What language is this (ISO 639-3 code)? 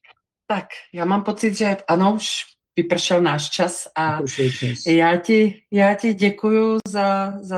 ces